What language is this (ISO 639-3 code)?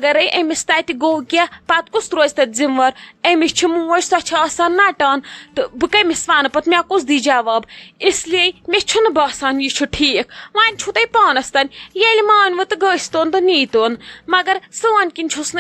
kas